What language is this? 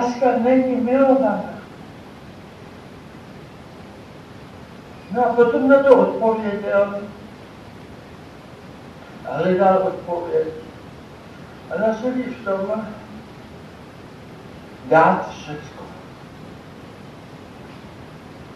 Czech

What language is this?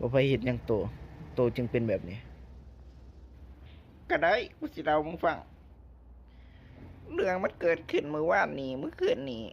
Lao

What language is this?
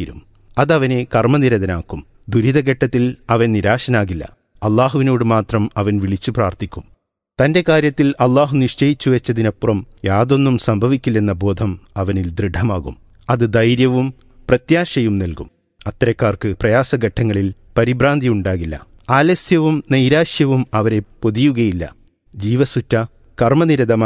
Malayalam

